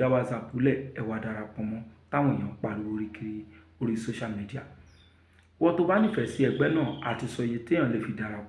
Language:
Yoruba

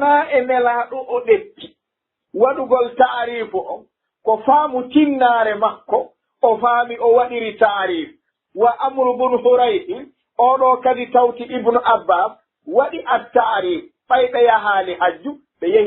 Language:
Fula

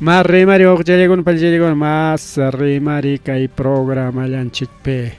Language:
Ayacucho Quechua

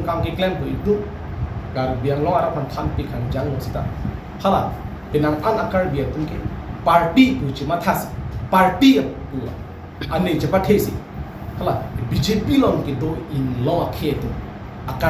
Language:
Karbi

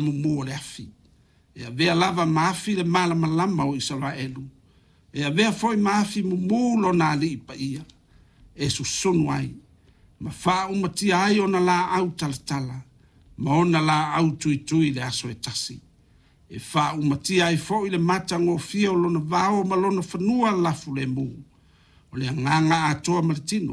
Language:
Samoan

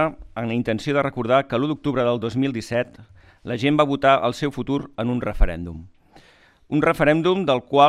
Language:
Catalan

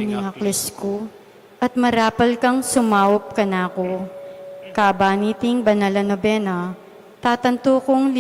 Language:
Pampanga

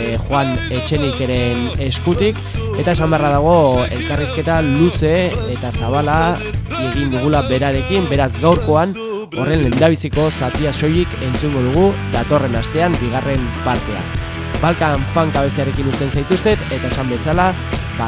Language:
Basque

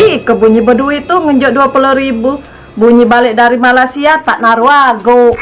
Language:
Musi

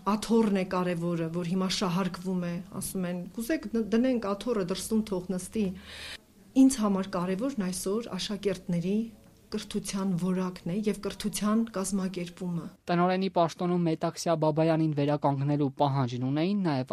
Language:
Armenian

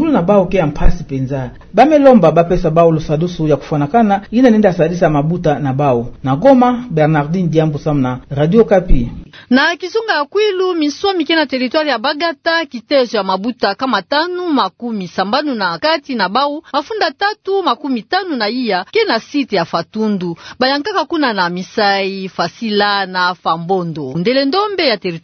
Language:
Kituba (Democratic Republic of Congo)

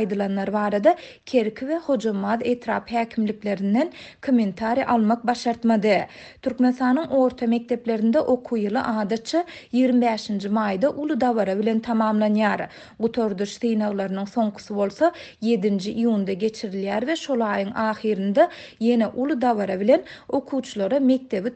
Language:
Turkmen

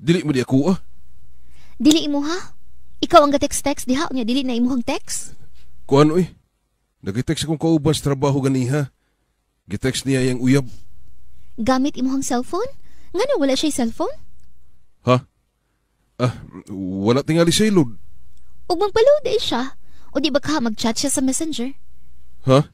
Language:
Cebuano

